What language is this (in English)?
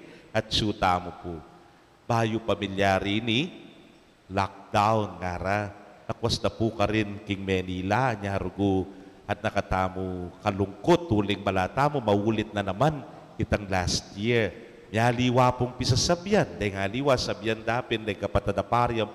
Pampanga